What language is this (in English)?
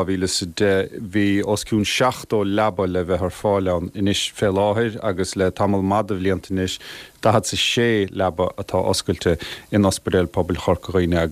Irish